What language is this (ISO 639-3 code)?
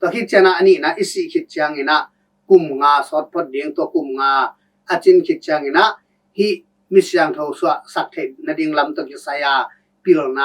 ctd